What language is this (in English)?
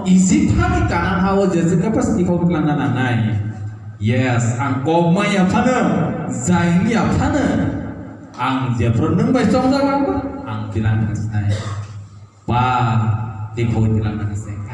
Kok Borok